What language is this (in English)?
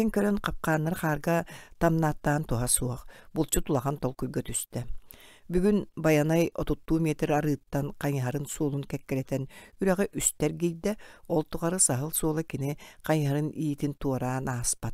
Yakut